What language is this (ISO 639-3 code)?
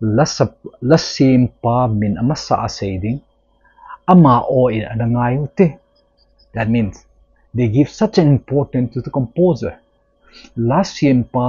tcz